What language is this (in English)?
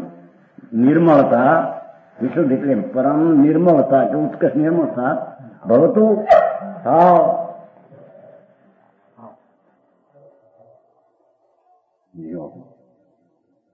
Gujarati